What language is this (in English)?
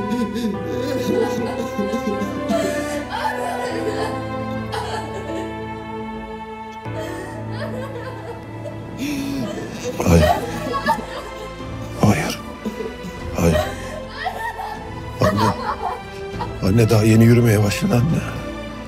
Turkish